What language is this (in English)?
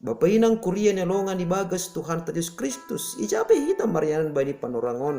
Batak Simalungun